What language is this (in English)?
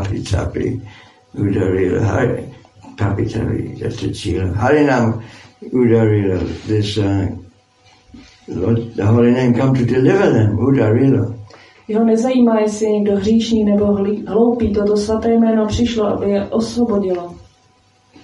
Czech